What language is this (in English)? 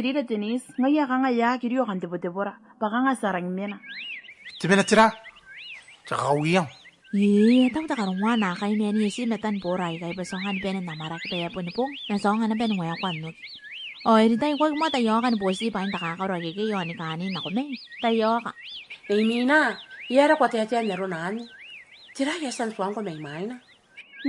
Gilbertese